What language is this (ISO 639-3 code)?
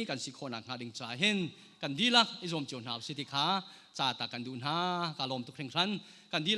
cnh